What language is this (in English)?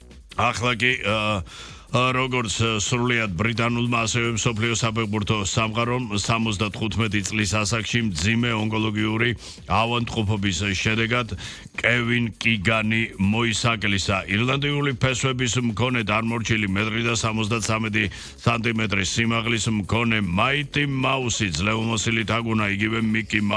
Georgian